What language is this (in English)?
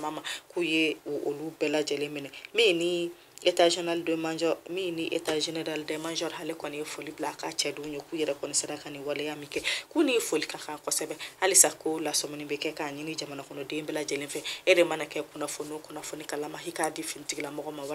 Bambara